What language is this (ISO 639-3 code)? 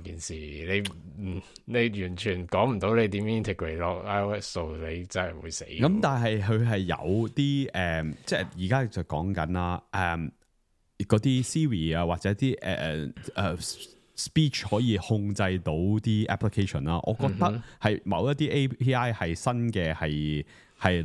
yue